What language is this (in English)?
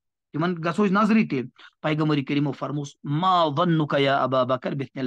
Kashmiri